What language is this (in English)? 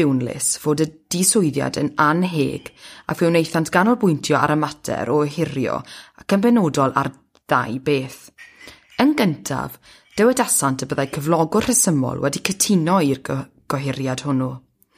Welsh